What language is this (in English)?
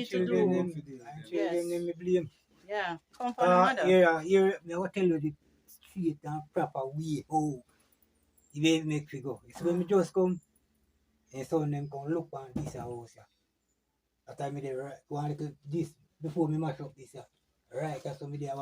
Jamaican Creole English